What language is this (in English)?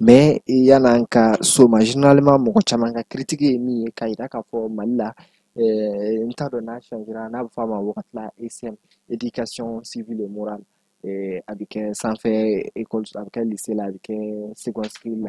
Bambara